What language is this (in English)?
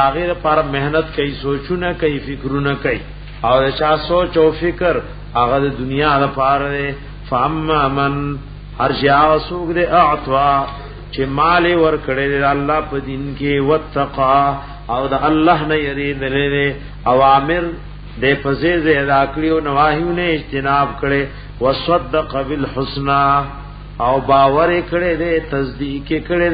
Pashto